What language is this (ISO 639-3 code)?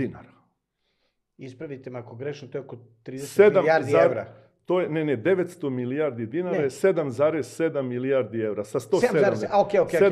srp